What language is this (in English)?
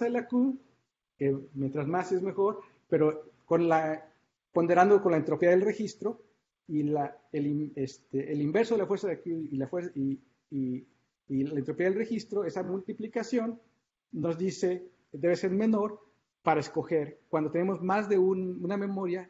Spanish